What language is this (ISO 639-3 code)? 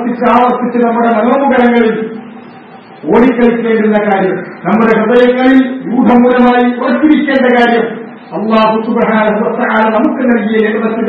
mal